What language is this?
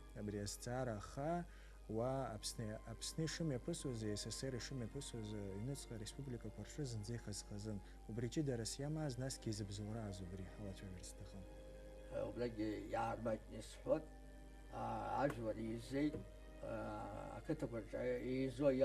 Abkhazian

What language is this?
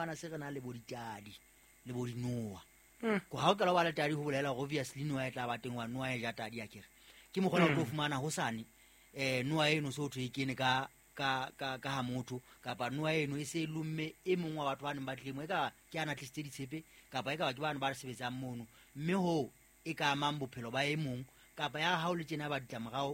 Southern Sotho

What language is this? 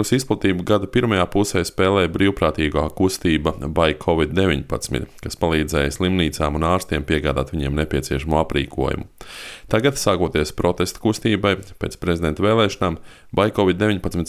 Latvian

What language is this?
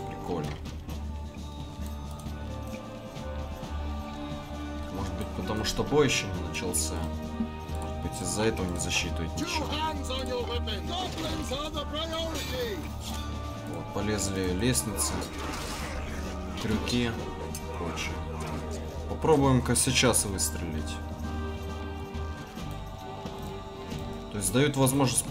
Russian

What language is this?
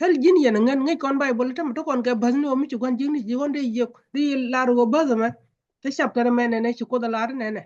Nuer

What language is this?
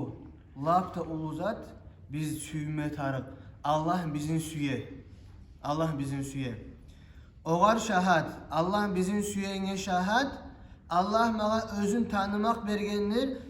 Kumyk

